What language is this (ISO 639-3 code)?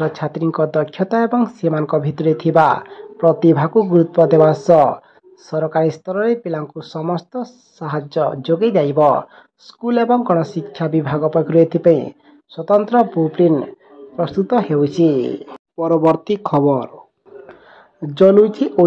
ori